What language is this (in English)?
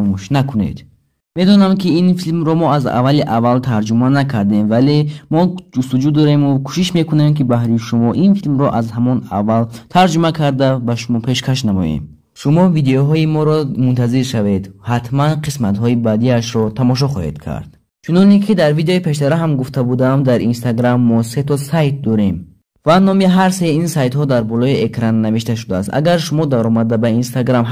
Tajik